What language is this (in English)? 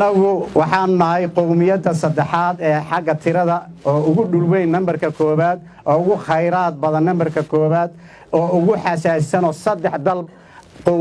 Somali